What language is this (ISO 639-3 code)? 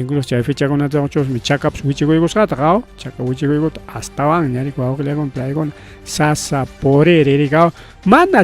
quy